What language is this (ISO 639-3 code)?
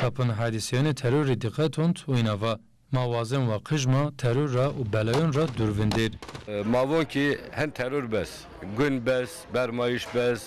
zza